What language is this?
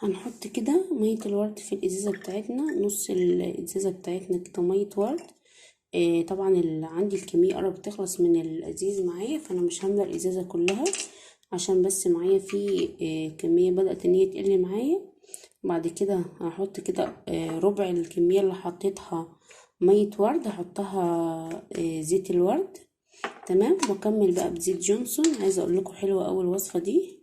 Egyptian Arabic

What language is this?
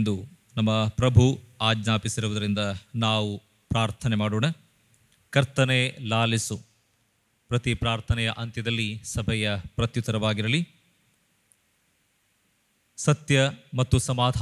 Kannada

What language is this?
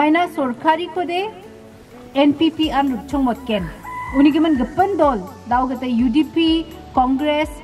Garo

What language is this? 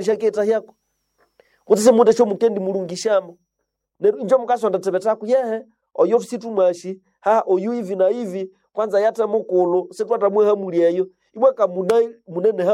Nande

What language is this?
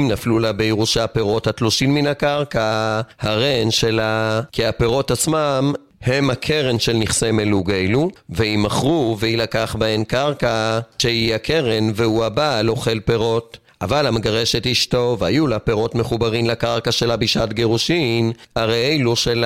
Hebrew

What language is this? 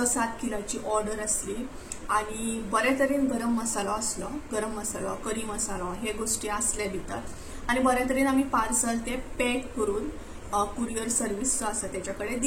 Konkani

